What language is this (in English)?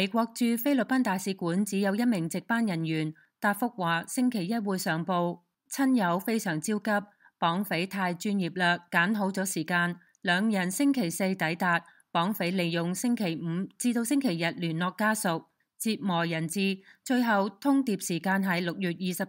Cantonese